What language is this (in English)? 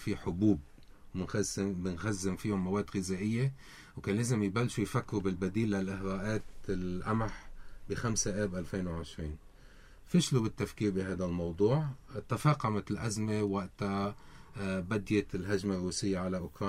North Levantine Arabic